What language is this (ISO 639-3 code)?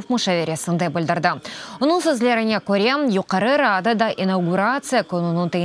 crh